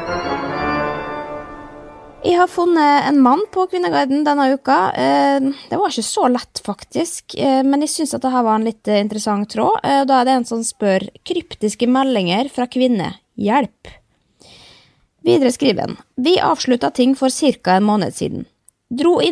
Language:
Norwegian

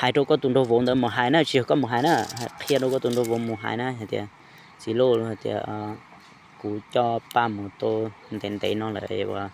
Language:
Hmong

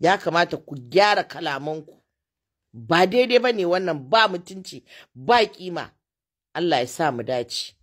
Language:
Hausa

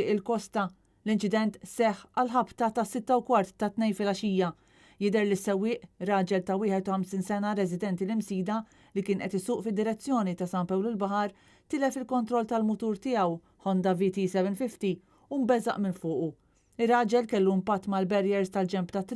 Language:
Maltese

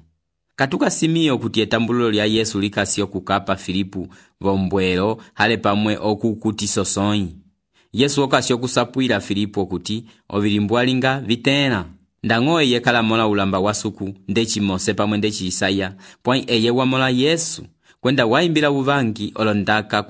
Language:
Umbundu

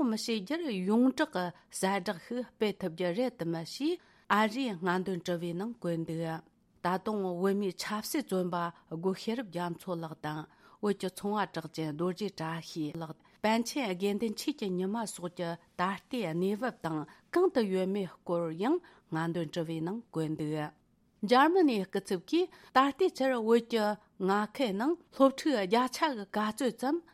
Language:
Tibetan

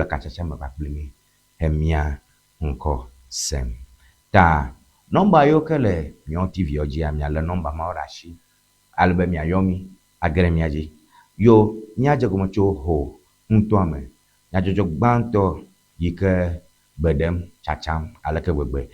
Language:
Ewe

